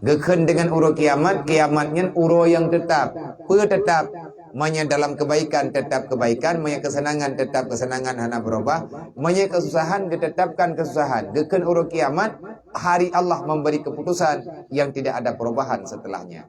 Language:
Achinese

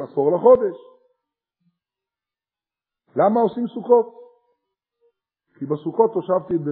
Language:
Hebrew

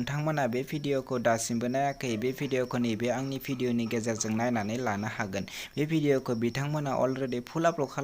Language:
Bodo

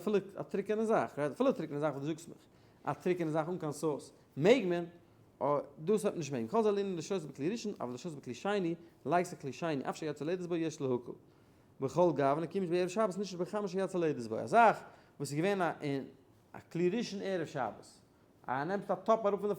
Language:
Yiddish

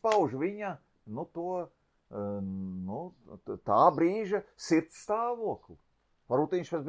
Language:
Latvian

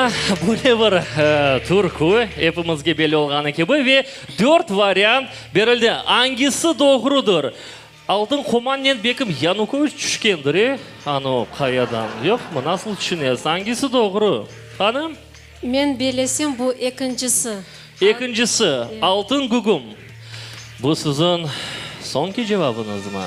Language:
Crimean Tatar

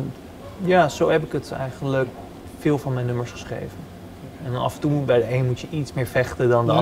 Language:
Dutch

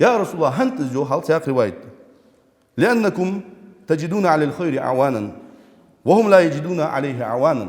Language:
Ingush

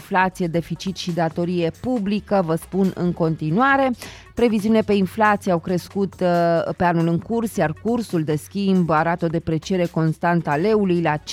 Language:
Romanian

